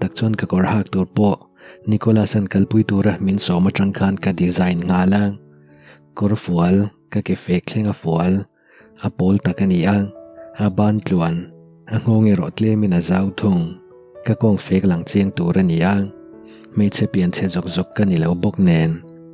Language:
Mizo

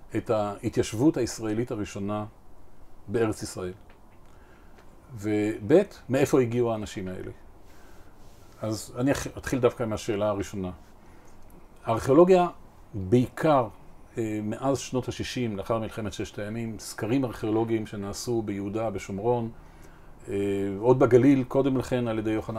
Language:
Hebrew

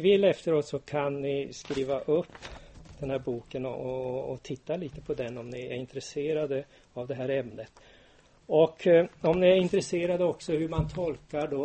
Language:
Swedish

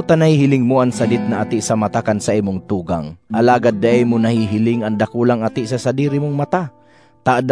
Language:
Bikol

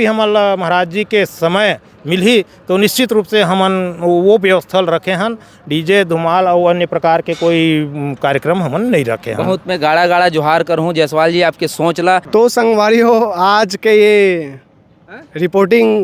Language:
Chhattisgarhi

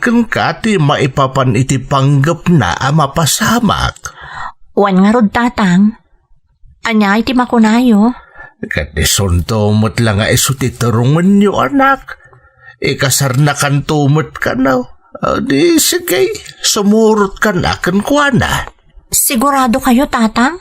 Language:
Iloko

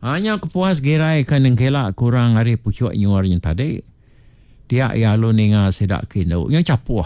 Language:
Iban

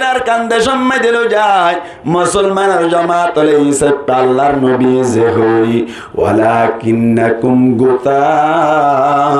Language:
Rohingya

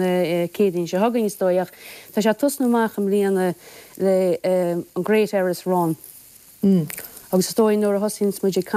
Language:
Irish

